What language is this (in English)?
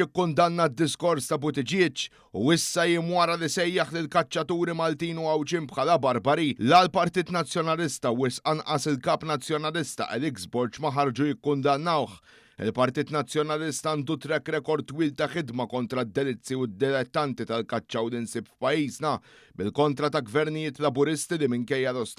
Maltese